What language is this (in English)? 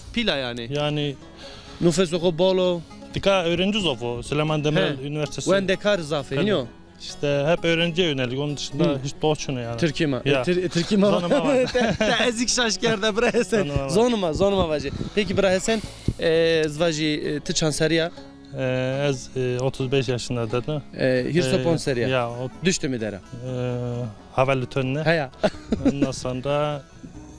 Zaza